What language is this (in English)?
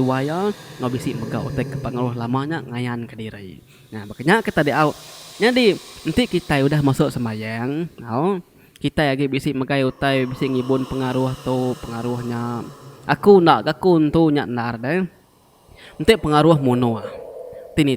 Iban